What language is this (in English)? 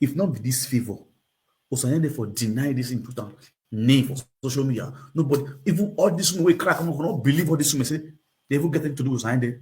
Nigerian Pidgin